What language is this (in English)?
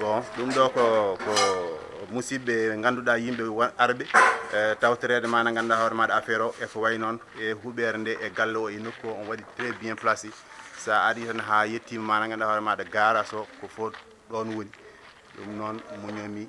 Fula